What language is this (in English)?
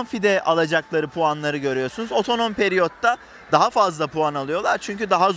Turkish